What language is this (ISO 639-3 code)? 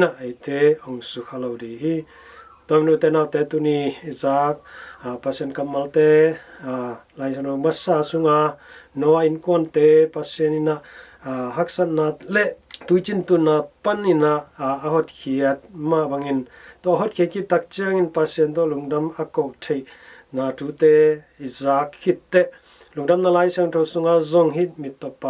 ctd